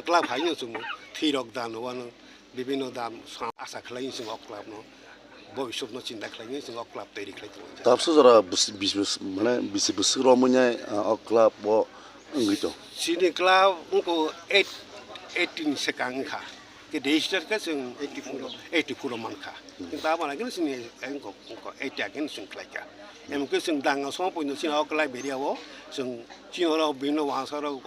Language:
Kok Borok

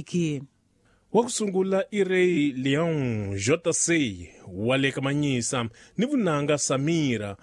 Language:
Tsonga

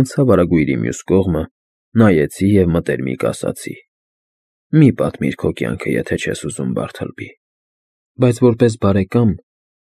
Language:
Armenian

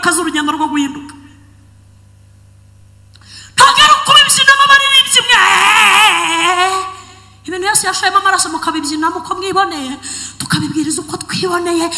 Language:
Kinyarwanda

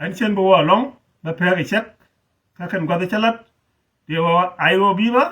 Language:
Nuer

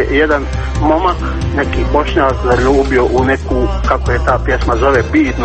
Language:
Serbian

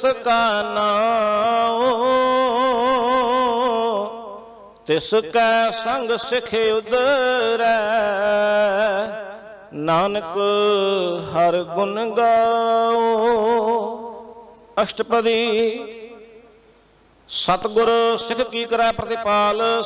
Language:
Punjabi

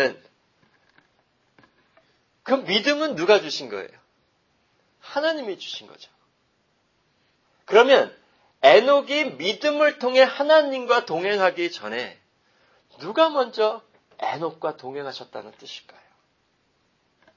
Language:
Korean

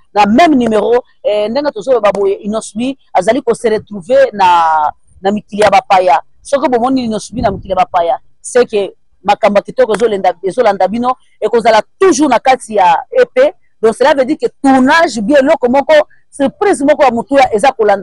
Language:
Lingala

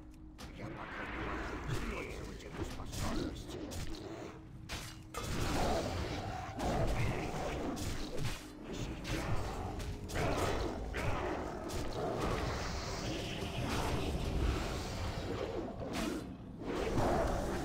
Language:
Russian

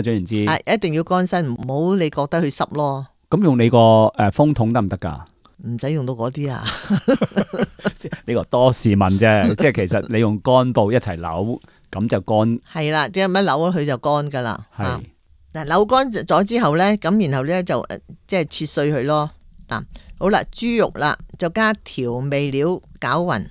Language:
Cantonese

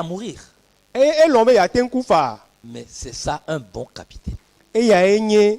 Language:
Ewe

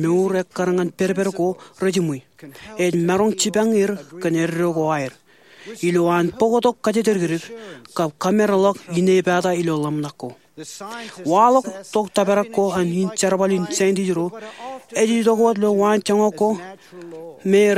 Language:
Marshallese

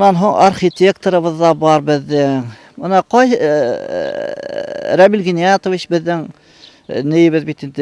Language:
Bashkir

